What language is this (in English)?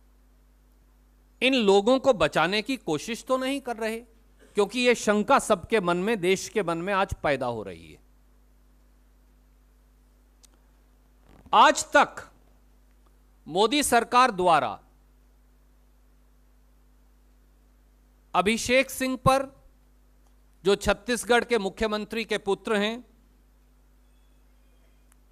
Hindi